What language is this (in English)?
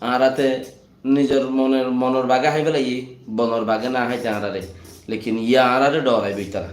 Rohingya